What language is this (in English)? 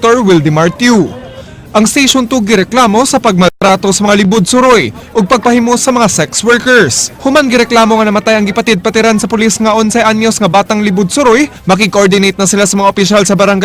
Cebuano